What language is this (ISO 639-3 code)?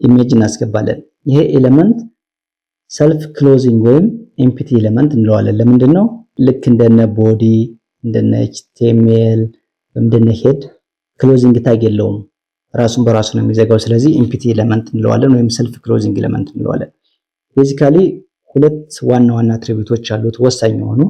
amh